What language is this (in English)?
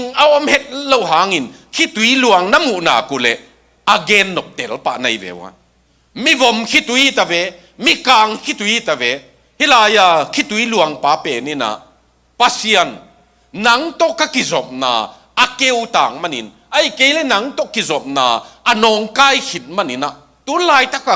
Tedim Chin